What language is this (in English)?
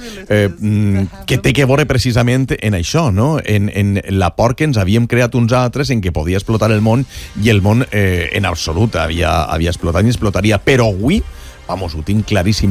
Catalan